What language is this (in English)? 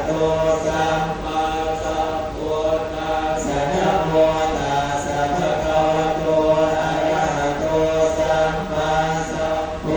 Pali